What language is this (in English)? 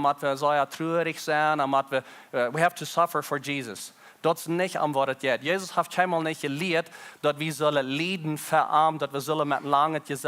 Plautdietsch